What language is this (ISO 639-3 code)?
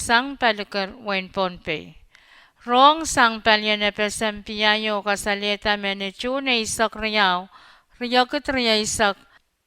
pon